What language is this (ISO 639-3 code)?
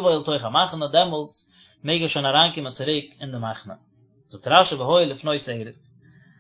yid